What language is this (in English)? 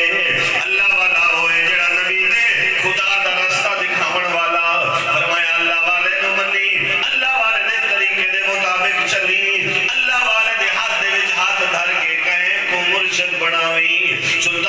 Saraiki